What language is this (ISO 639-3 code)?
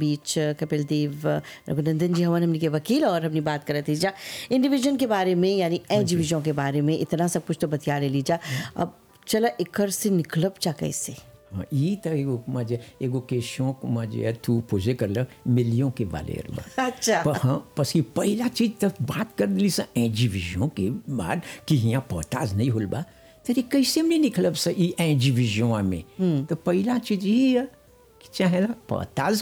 bho